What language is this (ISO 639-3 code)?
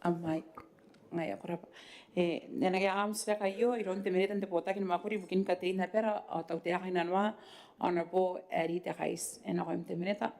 gil